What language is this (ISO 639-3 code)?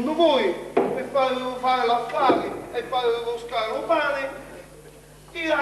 scn